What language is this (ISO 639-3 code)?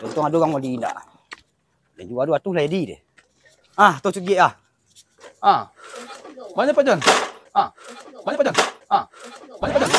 min